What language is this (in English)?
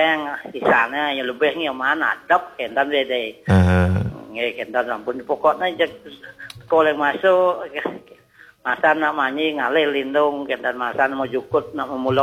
Balinese